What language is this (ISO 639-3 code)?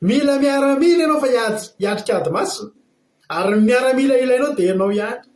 mlg